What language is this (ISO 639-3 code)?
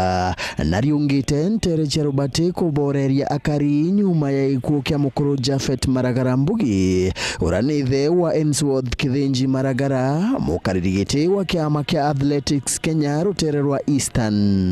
mer